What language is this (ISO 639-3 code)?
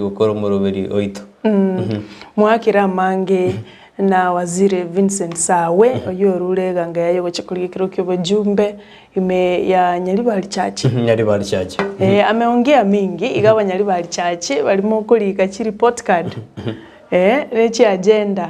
guz